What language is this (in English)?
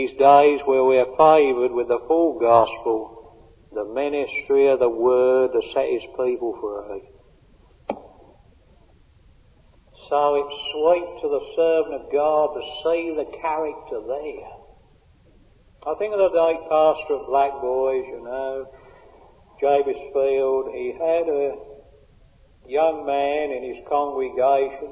English